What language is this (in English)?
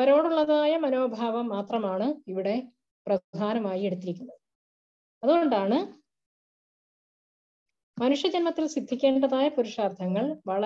Malayalam